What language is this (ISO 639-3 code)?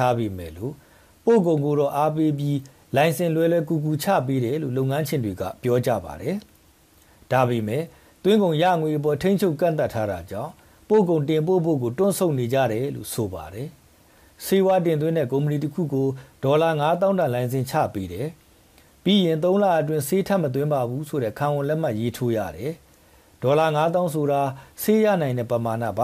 mya